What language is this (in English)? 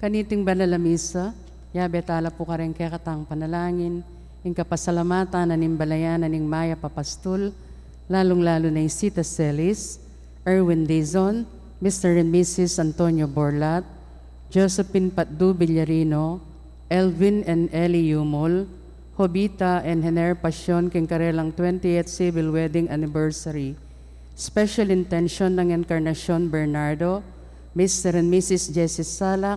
Pampanga